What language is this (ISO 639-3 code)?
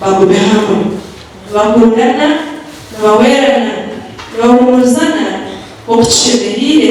nyn